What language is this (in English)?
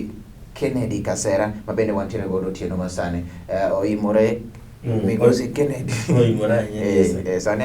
Luo (Kenya and Tanzania)